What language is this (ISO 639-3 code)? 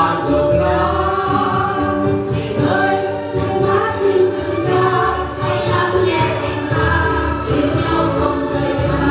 vie